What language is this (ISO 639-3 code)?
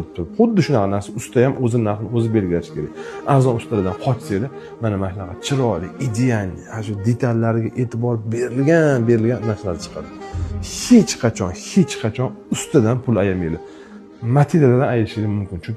uzb